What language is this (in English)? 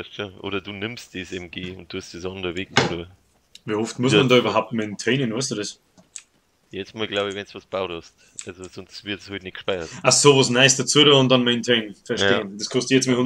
Bavarian